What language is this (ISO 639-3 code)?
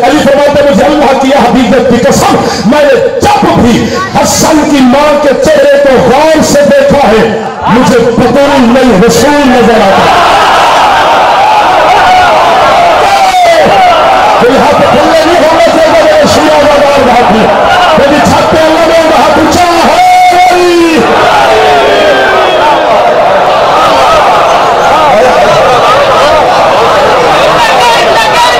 urd